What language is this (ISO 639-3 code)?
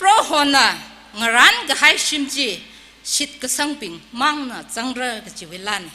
nmf